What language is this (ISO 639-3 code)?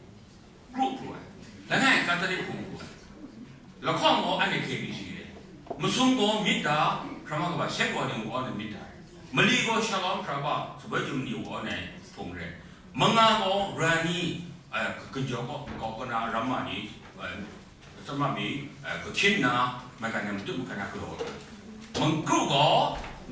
kac